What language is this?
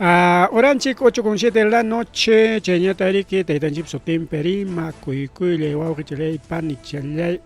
Ayacucho Quechua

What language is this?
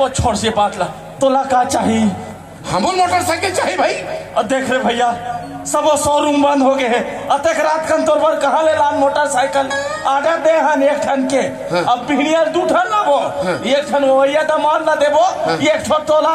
Chhattisgarhi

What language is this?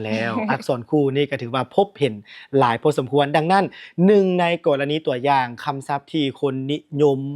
Lao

